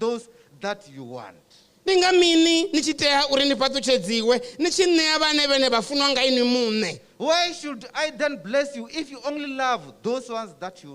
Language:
Venda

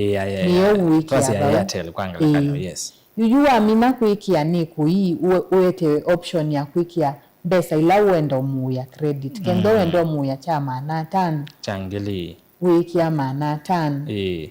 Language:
Kamba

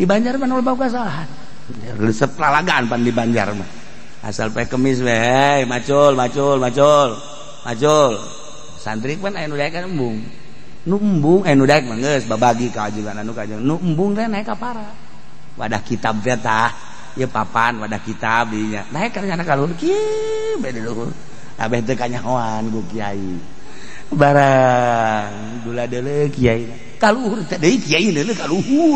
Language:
Sundanese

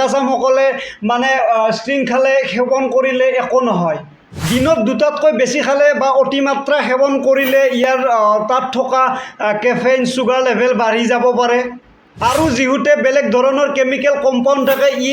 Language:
Assamese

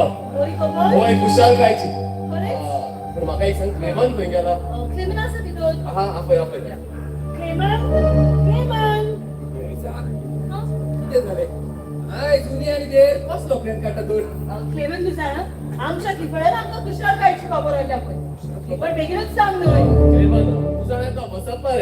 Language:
Konkani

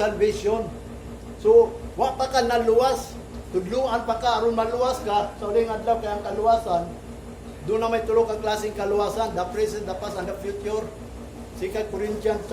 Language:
Cebuano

